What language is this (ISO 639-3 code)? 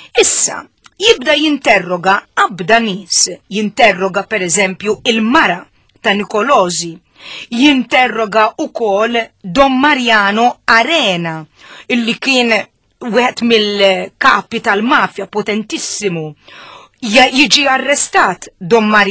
mlt